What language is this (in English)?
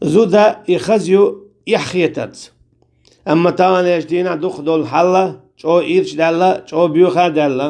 Chechen